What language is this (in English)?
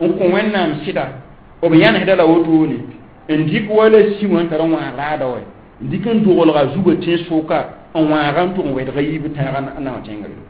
Mossi